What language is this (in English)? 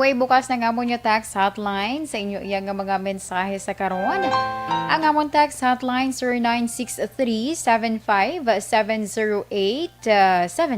Hiligaynon